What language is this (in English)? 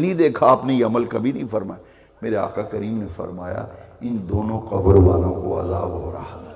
Urdu